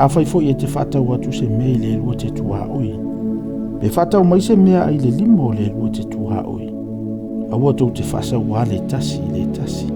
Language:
Samoan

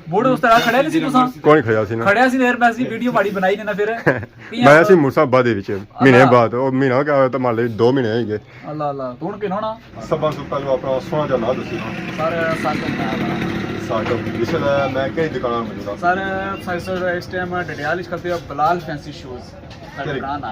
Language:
Pahari-Potwari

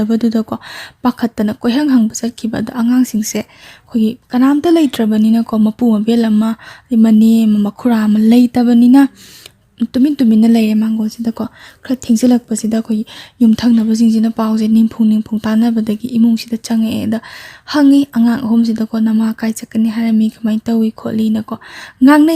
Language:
Manipuri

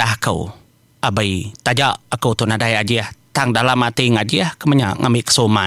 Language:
Iban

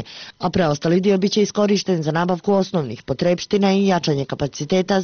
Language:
Bosnian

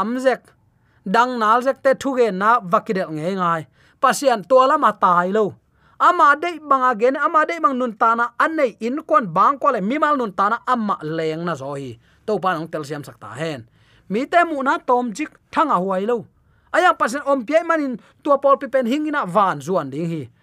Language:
Tedim Chin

